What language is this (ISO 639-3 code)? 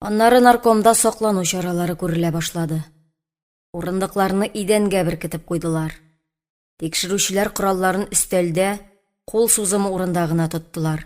tat